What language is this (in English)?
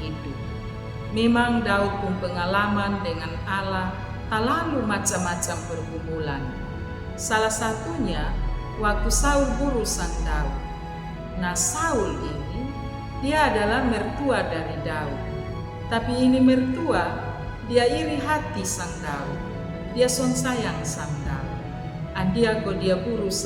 Kupang Malay